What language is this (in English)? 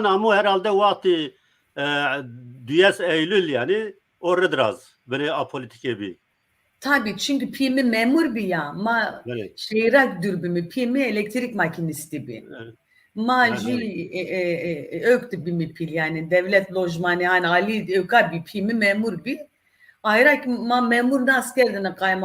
Zaza